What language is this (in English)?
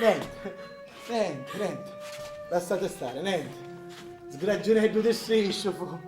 Sicilian